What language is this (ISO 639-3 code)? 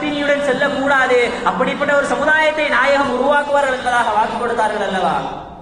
tam